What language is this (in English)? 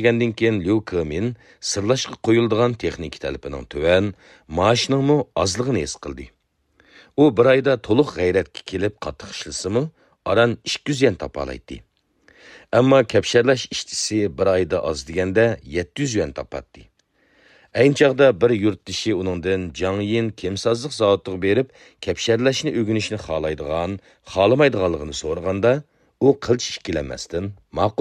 Uyghur